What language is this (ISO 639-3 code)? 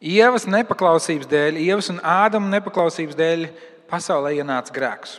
lav